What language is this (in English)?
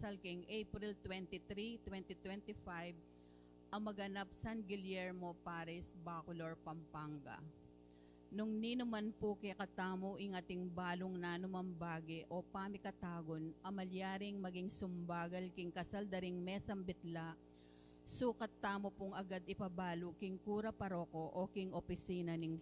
Pampanga